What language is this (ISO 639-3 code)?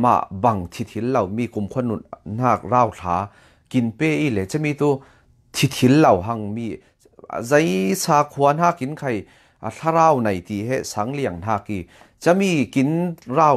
cfm